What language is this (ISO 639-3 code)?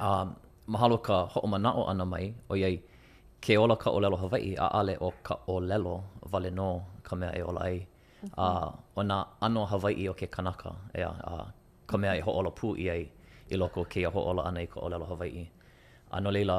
haw